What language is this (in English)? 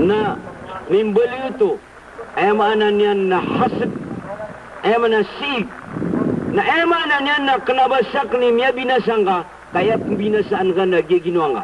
Maranao